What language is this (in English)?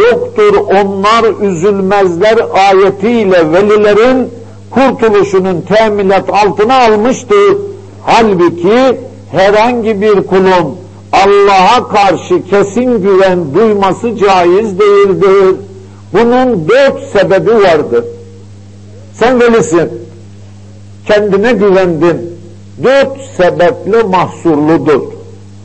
Turkish